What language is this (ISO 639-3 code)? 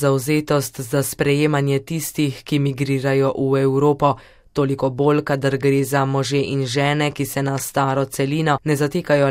slv